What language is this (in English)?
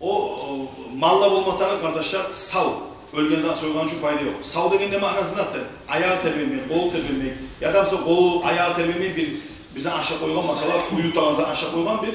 Kumyk